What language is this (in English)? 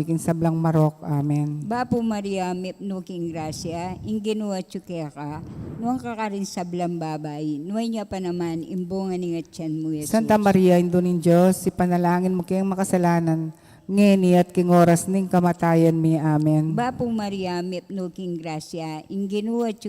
Pampanga